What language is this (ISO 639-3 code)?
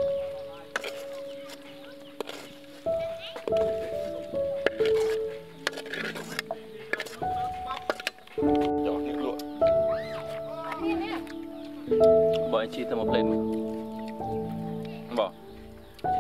vie